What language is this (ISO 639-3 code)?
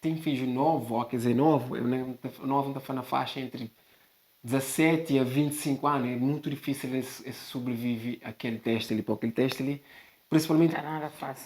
kea